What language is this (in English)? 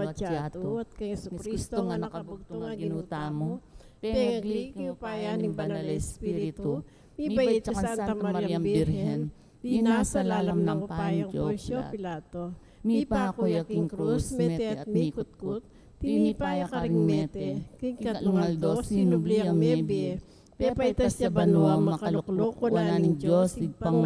Pampanga